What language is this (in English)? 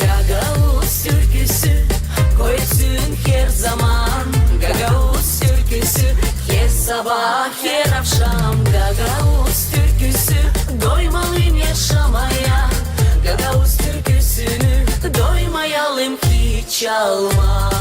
Gagauz